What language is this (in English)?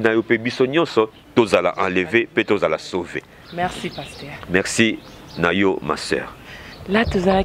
Lingala